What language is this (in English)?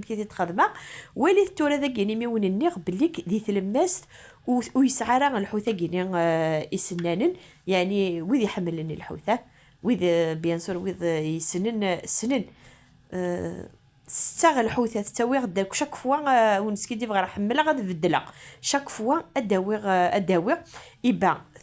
Kabyle